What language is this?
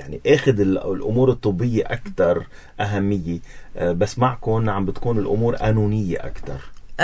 North Levantine Arabic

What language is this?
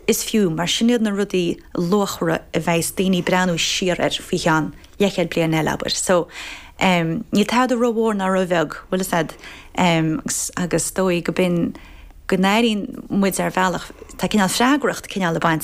Irish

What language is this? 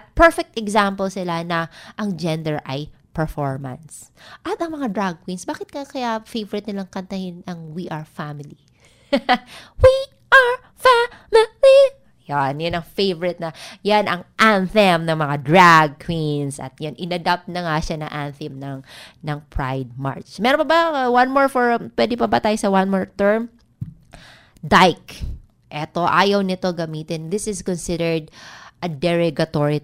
Filipino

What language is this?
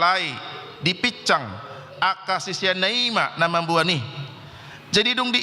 Batak Toba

